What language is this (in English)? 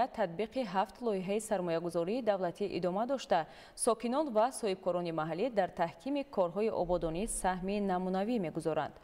Tajik